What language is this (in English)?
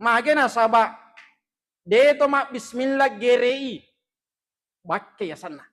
Buginese